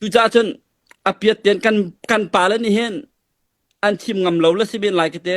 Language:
Hakha Chin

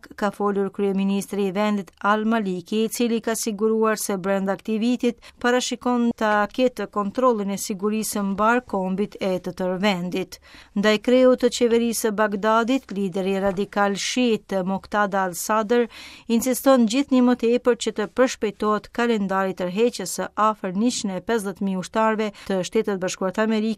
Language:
Albanian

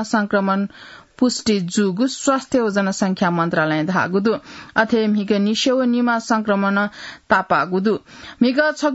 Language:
Newari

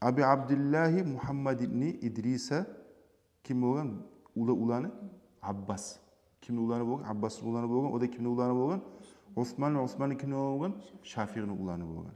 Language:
Kumyk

